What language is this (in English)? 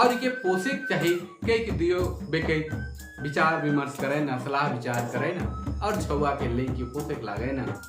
Sadri